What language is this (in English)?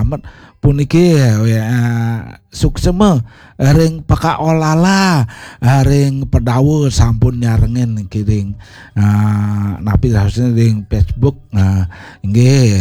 Balinese